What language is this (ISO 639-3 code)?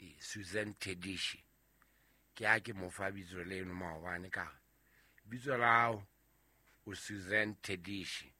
sot